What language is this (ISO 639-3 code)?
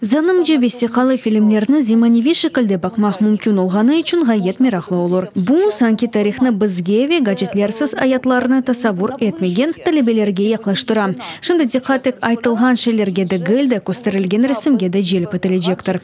crh